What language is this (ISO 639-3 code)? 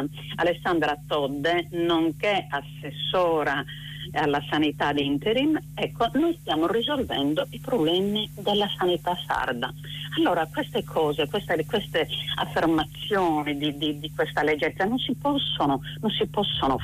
ita